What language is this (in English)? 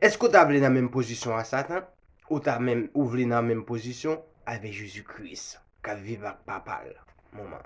Haitian Creole